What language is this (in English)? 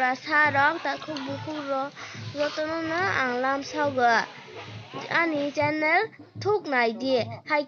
Kok Borok